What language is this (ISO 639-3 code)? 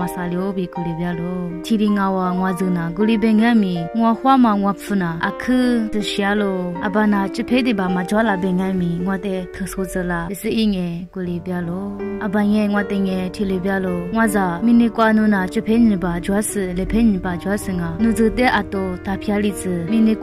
lis